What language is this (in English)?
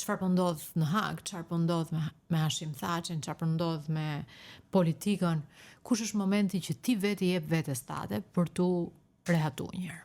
Albanian